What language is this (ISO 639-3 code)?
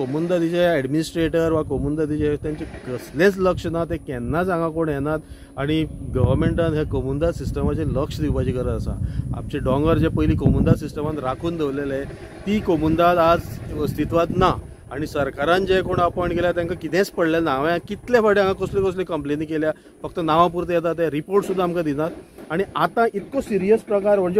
kok